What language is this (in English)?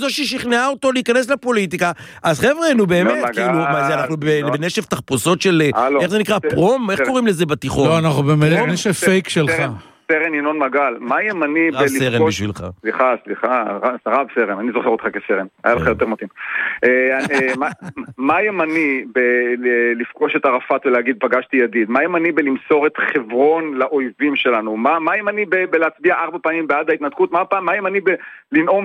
Hebrew